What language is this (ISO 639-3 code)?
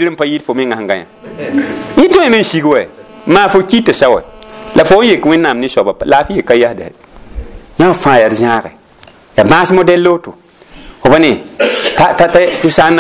mos